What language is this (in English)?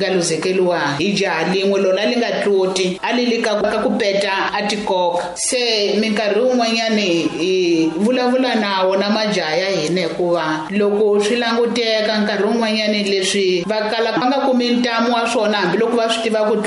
Tsonga